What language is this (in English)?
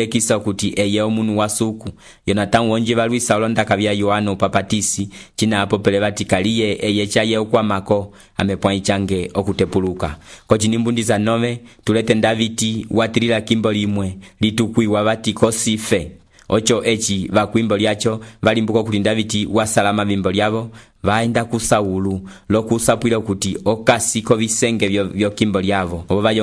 Umbundu